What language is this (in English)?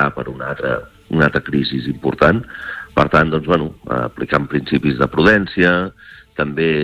Catalan